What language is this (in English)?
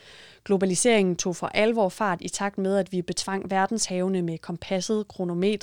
Danish